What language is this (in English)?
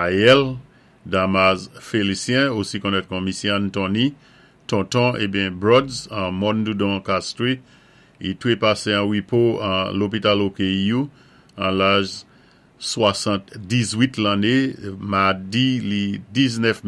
Saint Lucian Creole French